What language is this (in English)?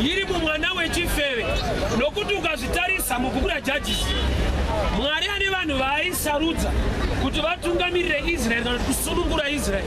Shona